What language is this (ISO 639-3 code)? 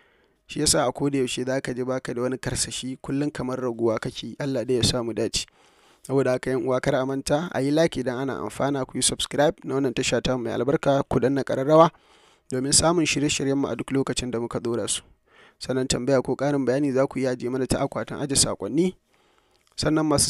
hau